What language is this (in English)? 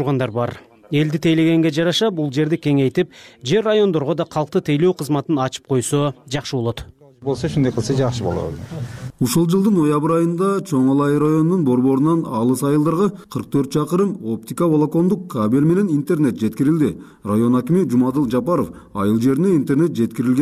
Kyrgyz